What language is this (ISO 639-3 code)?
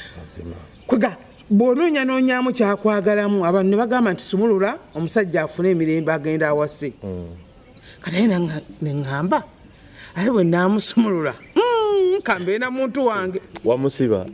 lug